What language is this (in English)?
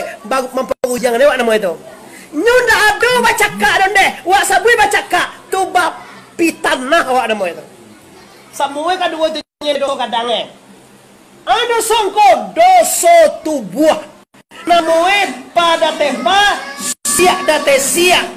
Minangkabau